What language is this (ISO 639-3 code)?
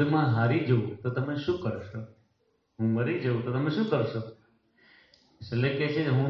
guj